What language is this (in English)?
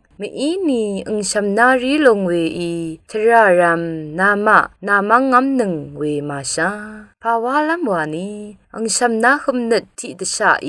Rawang